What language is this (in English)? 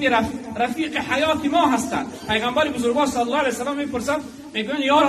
Tajik